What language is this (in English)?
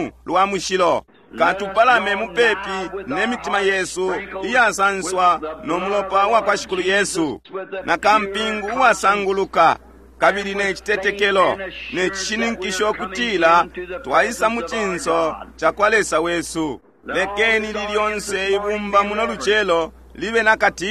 Bemba